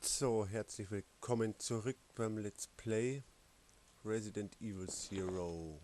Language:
Bavarian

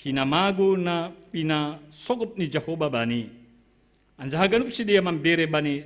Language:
Batak Simalungun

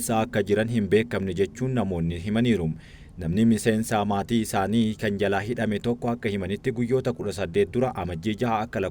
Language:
Oromo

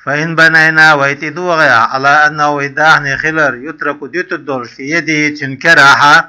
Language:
Chechen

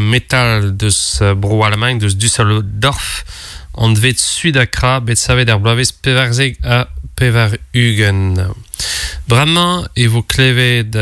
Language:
Breton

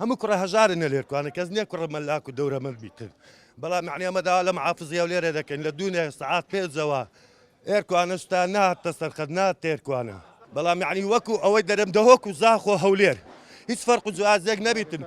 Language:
Central Kurdish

